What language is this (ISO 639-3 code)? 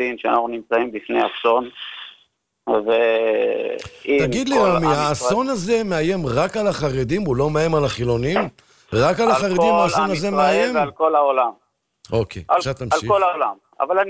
heb